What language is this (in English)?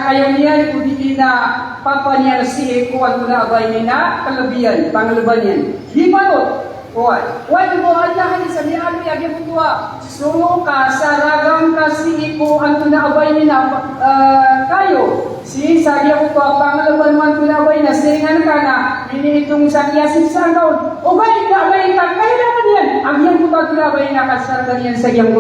Maranao